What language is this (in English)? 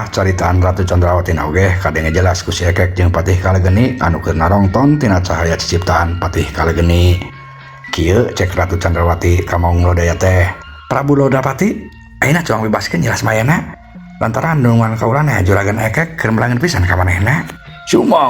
Sundanese